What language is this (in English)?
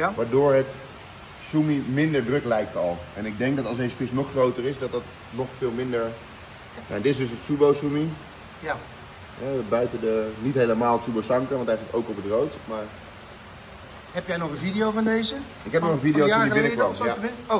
Dutch